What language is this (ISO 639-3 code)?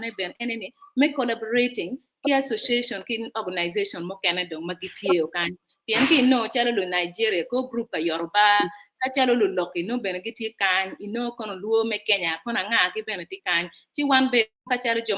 ach